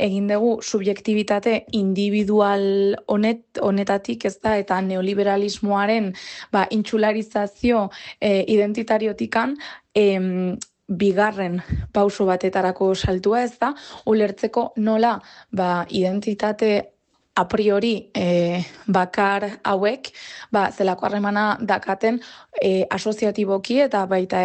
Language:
Basque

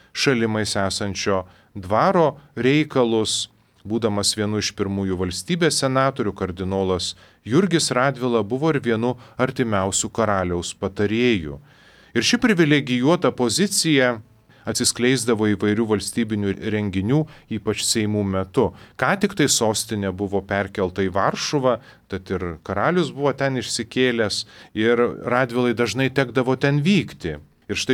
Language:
Lithuanian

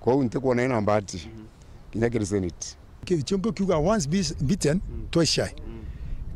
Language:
Meru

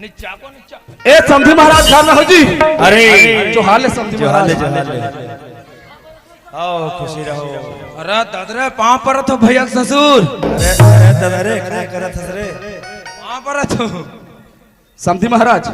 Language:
Chhattisgarhi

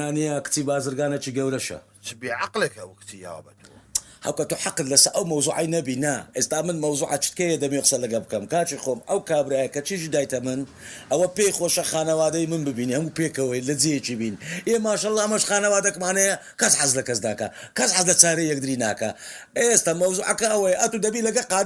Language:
Central Kurdish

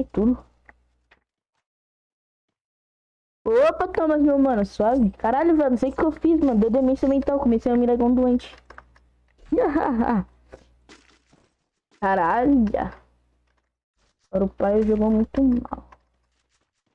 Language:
Portuguese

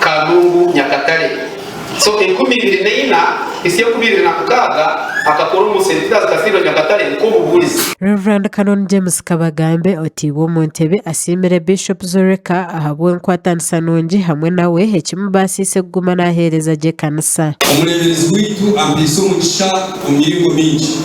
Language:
Nyankole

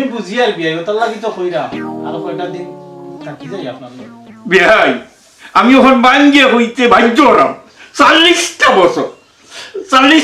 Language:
Sylheti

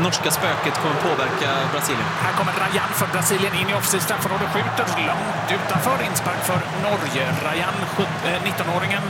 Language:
Swedish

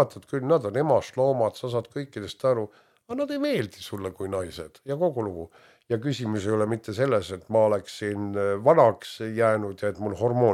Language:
Estonian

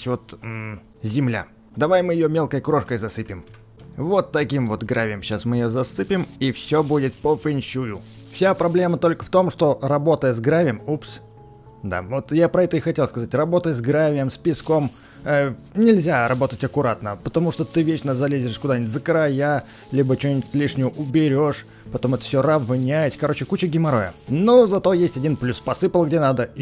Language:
Russian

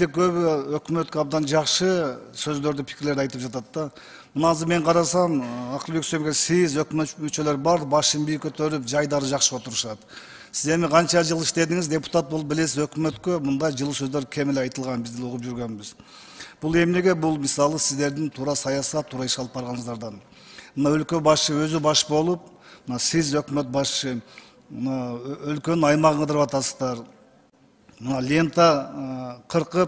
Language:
Kyrgyz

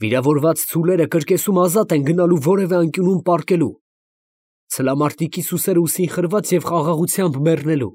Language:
Armenian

